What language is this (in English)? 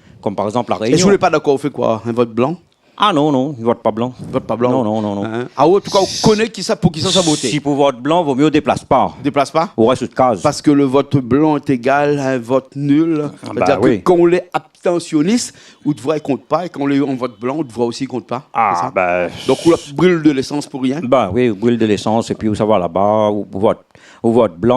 Réunion Creole French